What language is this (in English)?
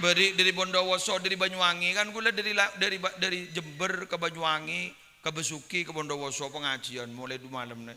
Madurese